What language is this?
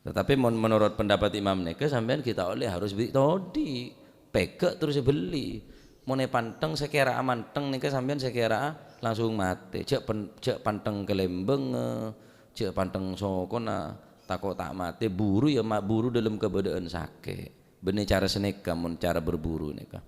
Madurese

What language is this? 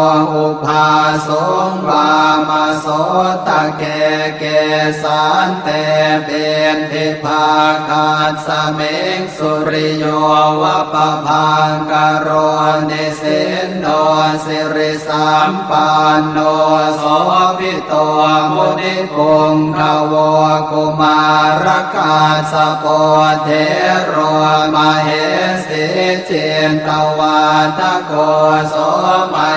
Pali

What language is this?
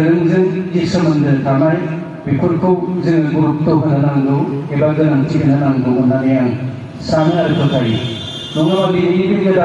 Bodo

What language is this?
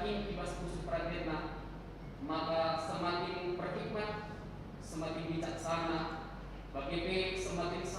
Batak Karo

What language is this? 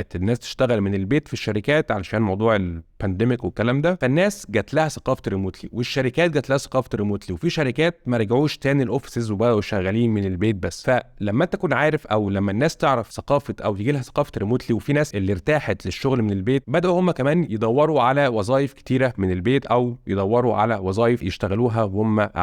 Egyptian Arabic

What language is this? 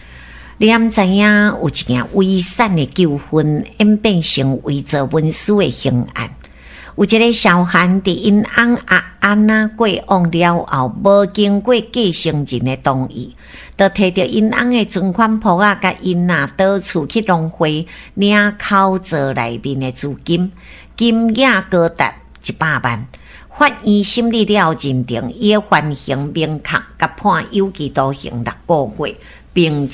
Min Nan Chinese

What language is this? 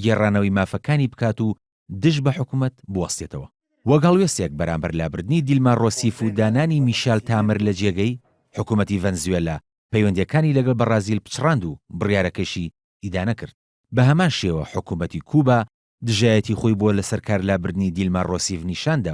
Central Kurdish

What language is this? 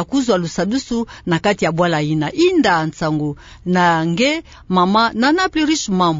Kituba (Democratic Republic of Congo)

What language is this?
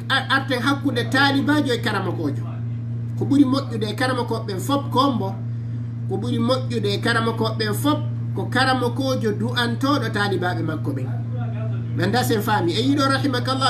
Fula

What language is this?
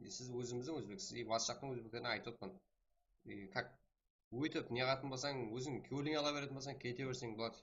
Kara-Kalpak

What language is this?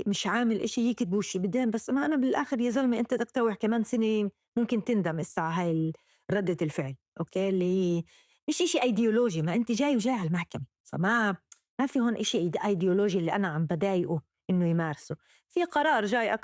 North Levantine Arabic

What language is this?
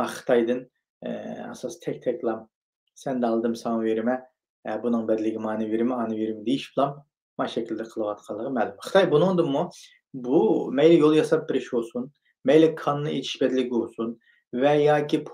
Uyghur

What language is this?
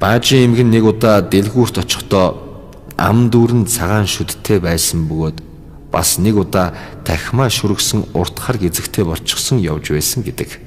Mongolian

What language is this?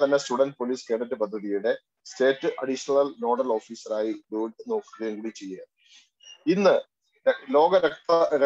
Malayalam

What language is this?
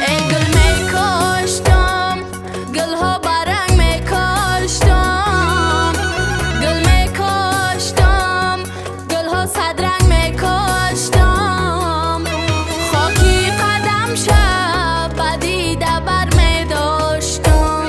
Tajik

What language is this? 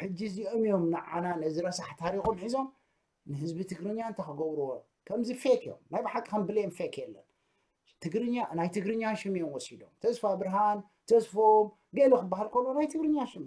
Tigrinya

